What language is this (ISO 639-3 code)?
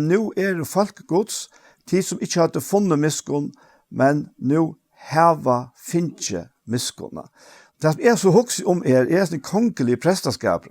fao